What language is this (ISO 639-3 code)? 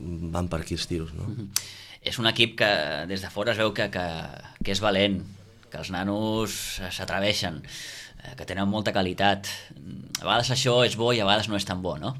cat